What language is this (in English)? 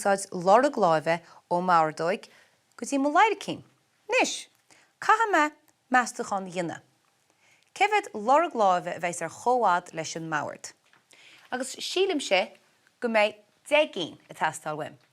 Irish